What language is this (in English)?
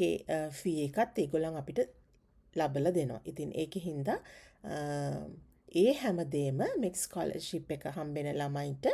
Sinhala